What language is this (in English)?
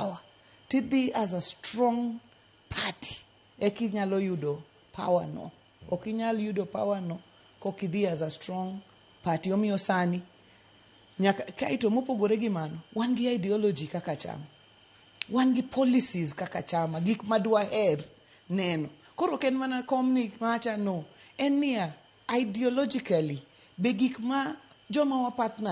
Luo (Kenya and Tanzania)